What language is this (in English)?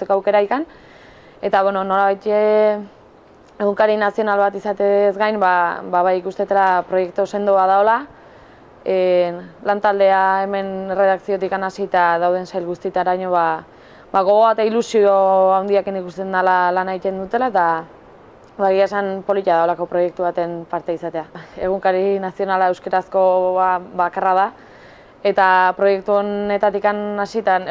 Basque